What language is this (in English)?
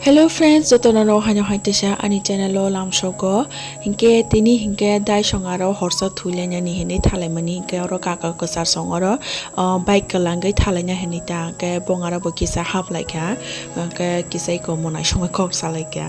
Kok Borok